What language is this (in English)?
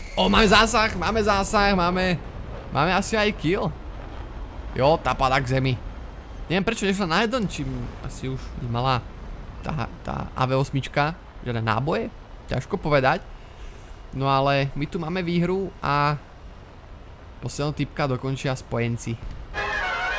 Slovak